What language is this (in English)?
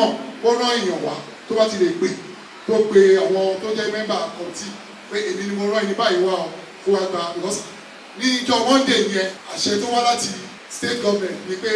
Yoruba